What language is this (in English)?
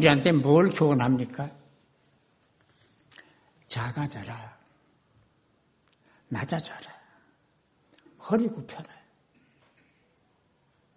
Korean